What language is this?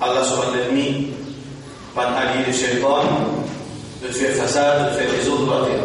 Morisyen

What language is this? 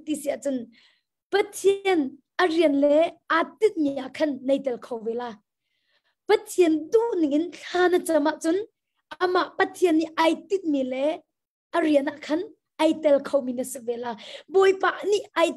Hakha Chin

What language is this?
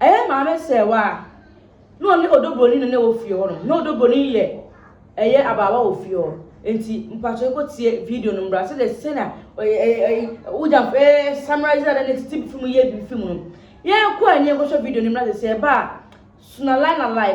Akan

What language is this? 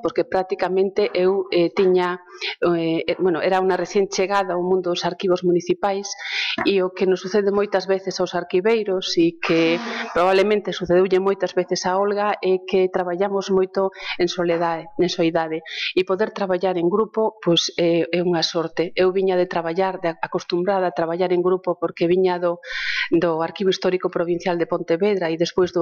Galician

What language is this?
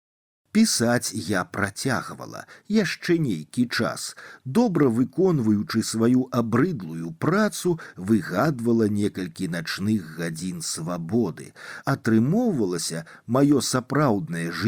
Belarusian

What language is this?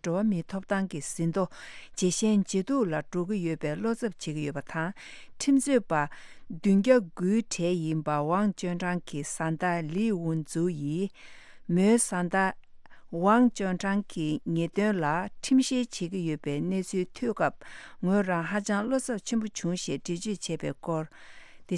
Tibetan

